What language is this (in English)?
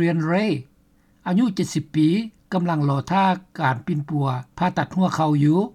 Lao